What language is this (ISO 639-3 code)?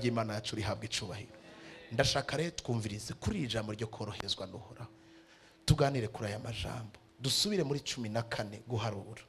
run